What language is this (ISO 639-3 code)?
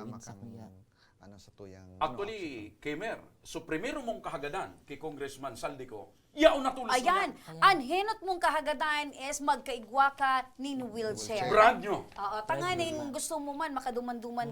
bik